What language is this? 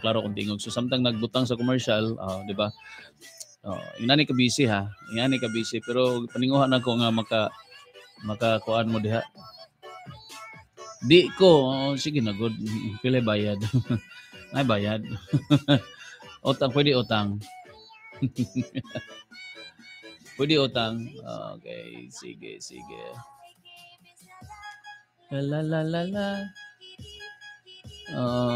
Cebuano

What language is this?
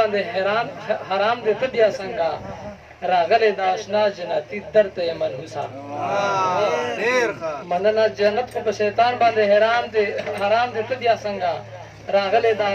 Pashto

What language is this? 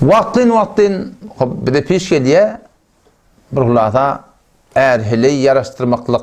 Turkmen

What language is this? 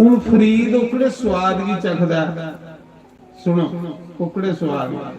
Dogri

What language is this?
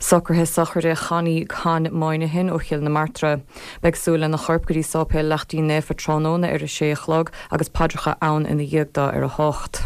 Irish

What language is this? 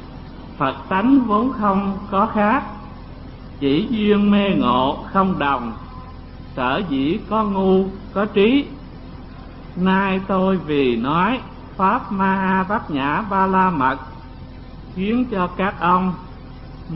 Vietnamese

